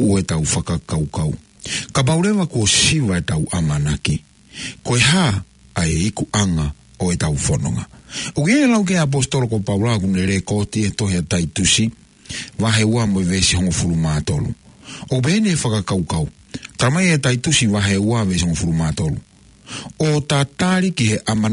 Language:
Tongan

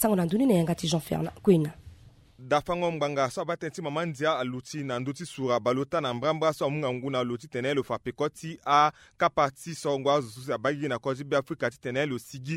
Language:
Sango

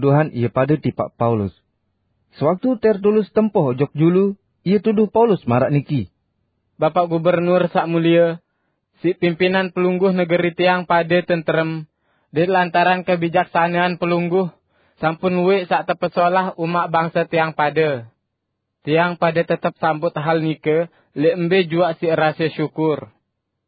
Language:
Sasak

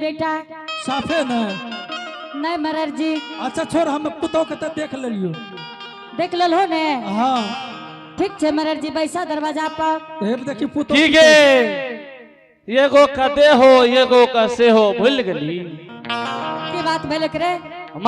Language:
Angika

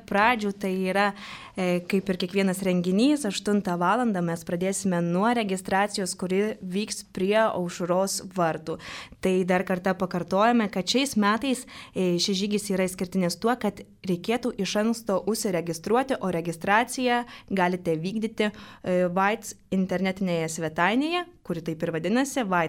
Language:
Lithuanian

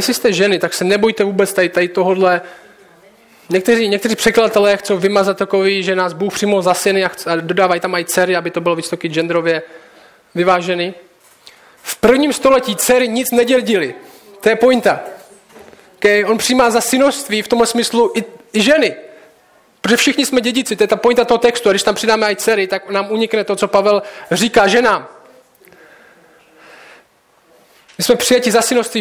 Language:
Czech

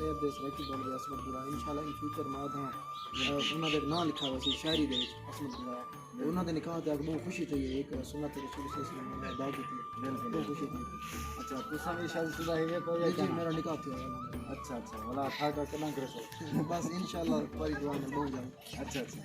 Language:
Saraiki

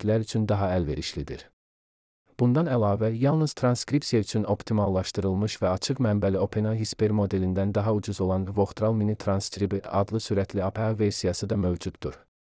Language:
Azerbaijani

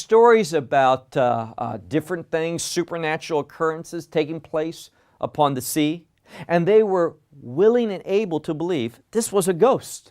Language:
English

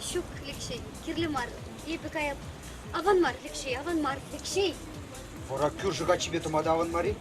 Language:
Chuvash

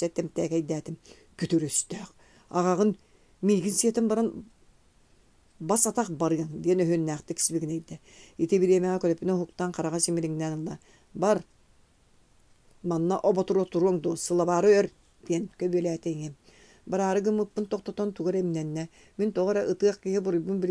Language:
Yakut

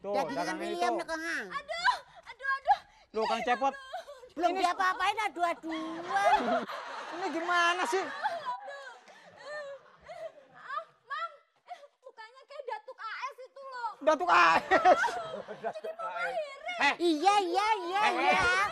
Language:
Betawi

